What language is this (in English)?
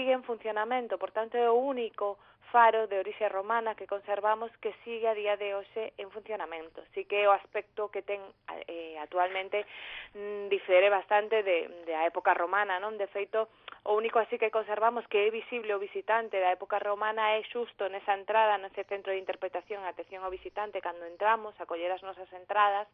Galician